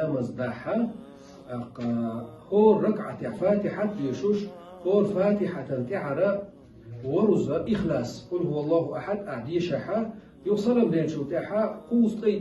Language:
Chechen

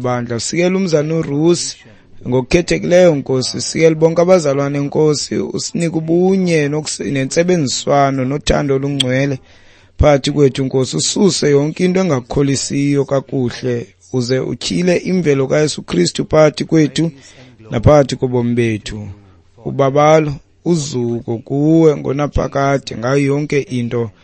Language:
Xhosa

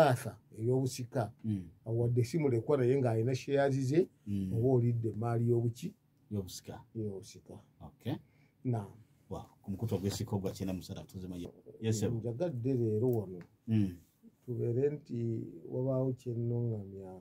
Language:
Ganda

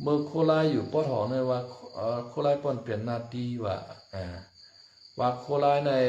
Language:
Shan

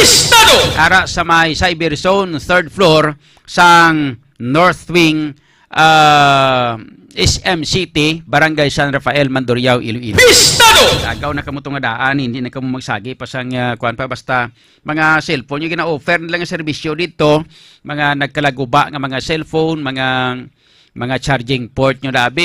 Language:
Hiligaynon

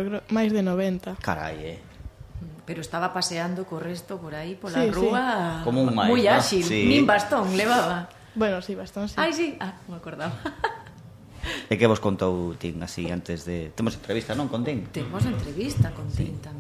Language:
Galician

